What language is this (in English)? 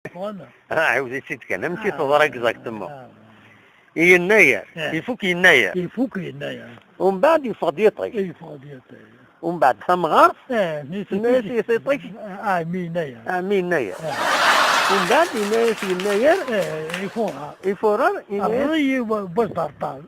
Kabyle